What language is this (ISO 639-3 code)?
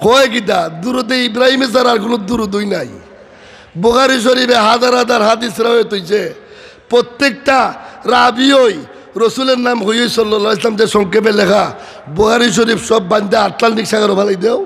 syl